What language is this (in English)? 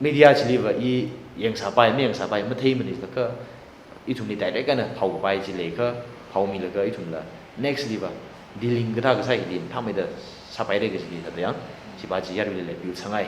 Tangkhul Naga (India)